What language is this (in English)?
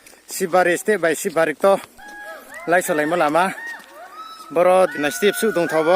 Riang (India)